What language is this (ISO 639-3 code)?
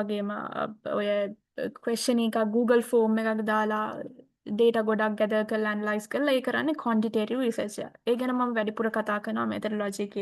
sin